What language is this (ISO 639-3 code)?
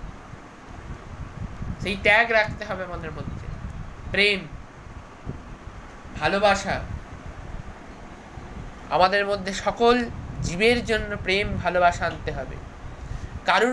ben